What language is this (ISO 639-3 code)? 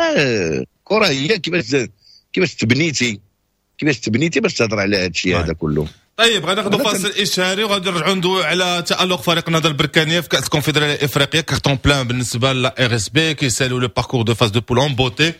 ary